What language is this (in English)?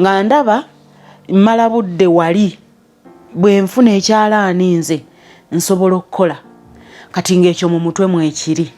Ganda